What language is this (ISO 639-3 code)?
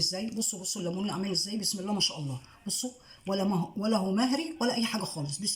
arz